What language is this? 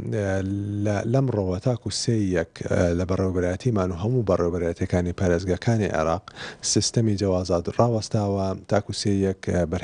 Central Kurdish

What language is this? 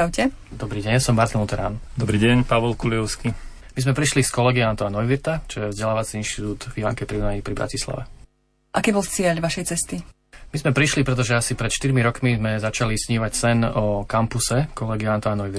Slovak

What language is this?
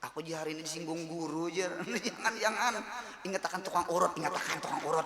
Banjar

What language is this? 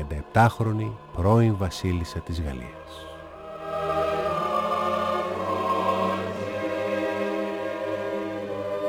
Greek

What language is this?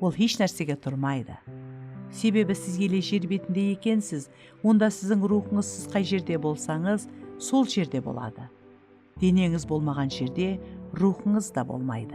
Kara-Kalpak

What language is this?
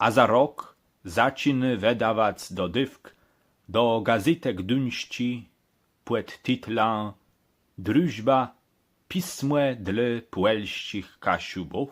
Kashubian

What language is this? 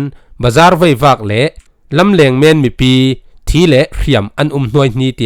Falam Chin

